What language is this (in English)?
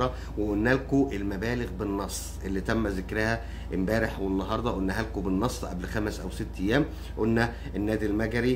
Egyptian Arabic